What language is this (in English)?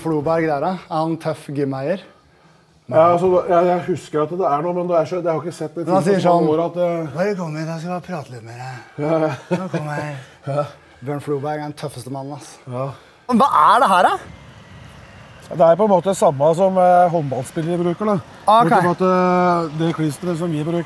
Norwegian